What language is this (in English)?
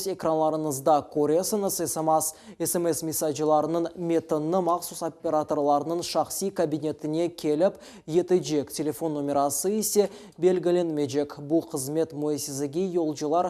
Crimean Tatar